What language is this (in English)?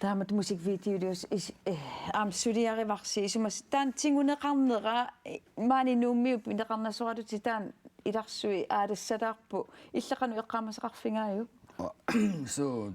Kalaallisut